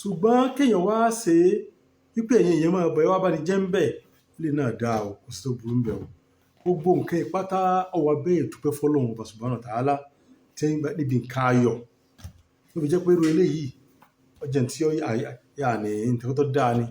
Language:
Yoruba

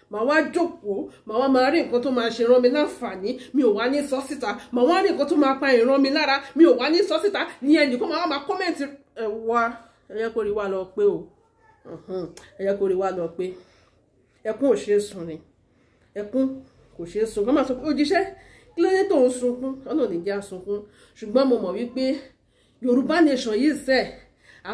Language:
Yoruba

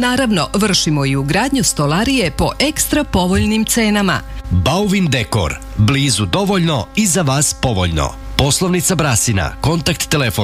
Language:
Serbian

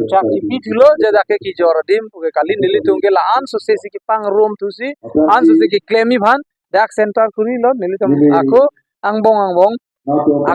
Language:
Karbi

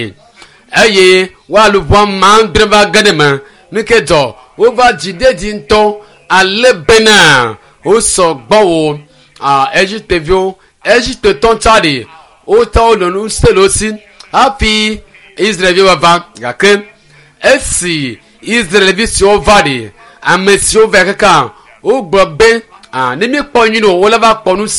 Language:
Ewe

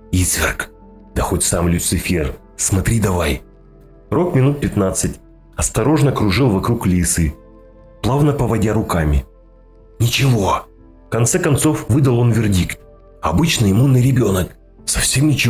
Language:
Russian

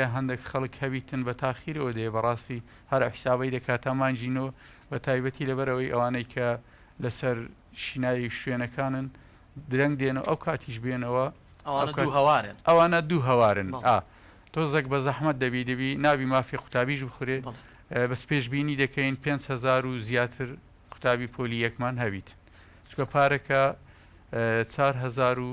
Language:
Central Kurdish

